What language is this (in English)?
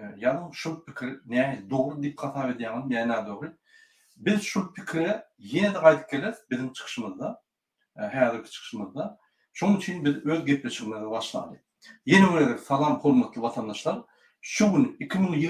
Turkmen